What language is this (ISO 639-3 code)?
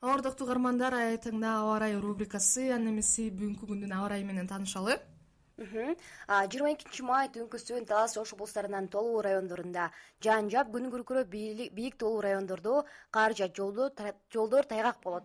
kir